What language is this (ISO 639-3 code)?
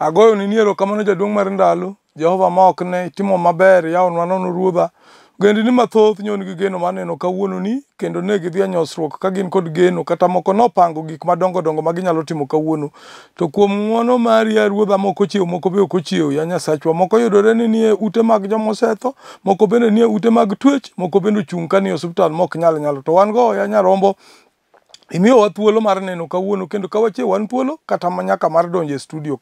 luo